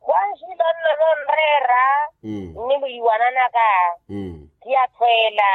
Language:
Makhuwa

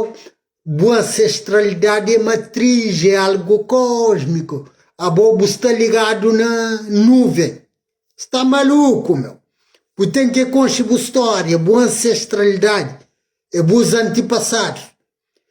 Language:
Kabuverdianu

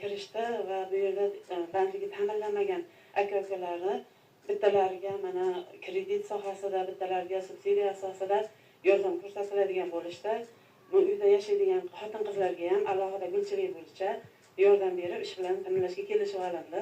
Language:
Uzbek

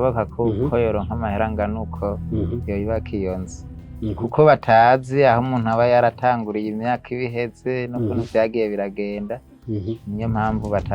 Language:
Rundi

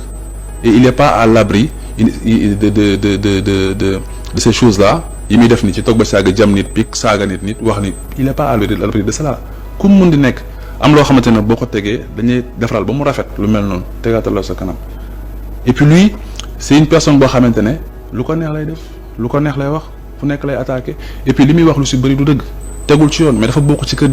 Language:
Wolof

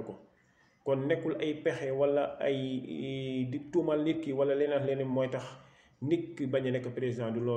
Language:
Wolof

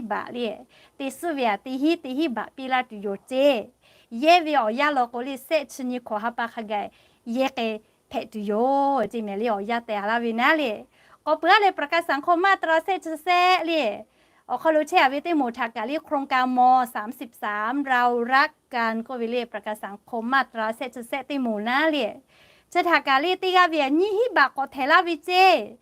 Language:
Lahu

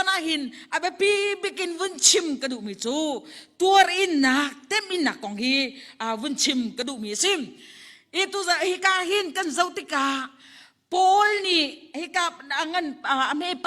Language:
Hakha Chin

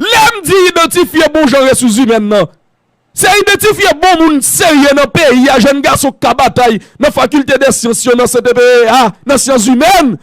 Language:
Haitian Creole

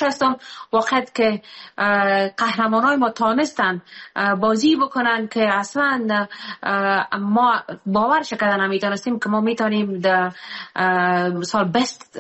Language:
Persian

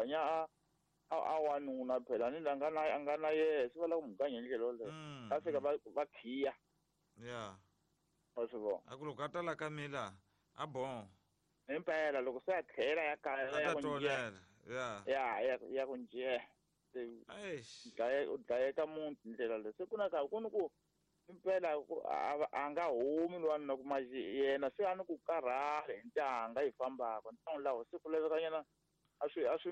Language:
Tsonga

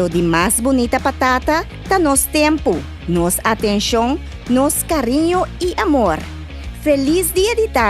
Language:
Papiamento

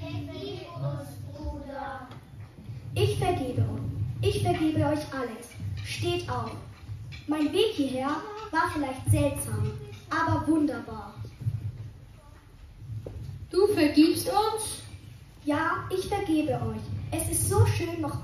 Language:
German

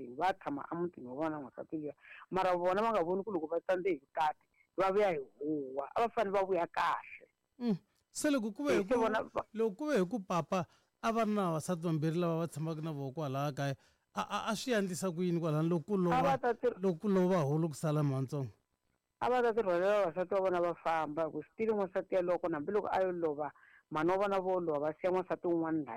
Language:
Tsonga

